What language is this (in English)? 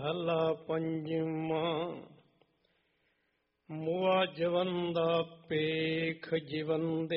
Punjabi